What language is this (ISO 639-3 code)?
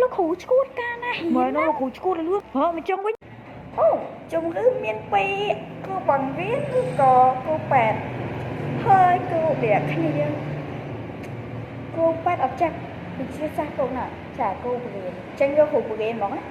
khm